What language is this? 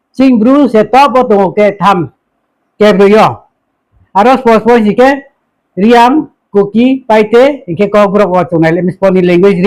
Riang (India)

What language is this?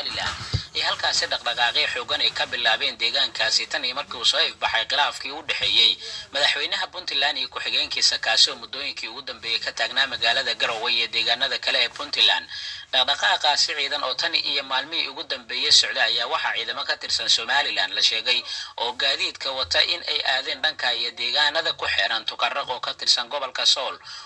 Somali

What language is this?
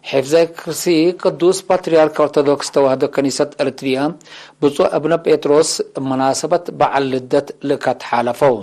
Tigre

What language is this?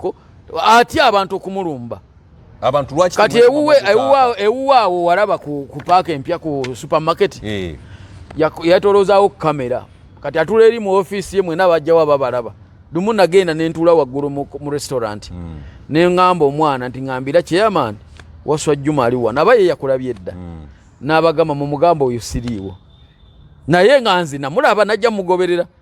Ganda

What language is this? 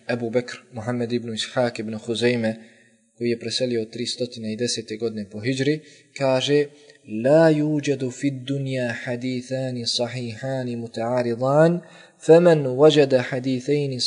Bosnian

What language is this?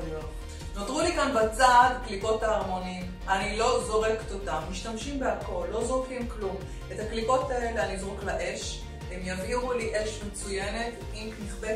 Hebrew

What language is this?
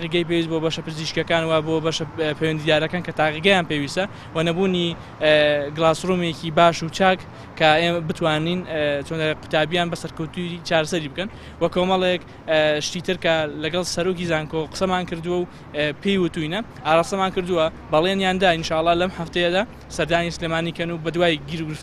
Central Kurdish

